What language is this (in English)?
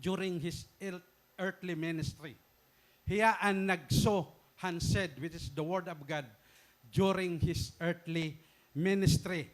Waray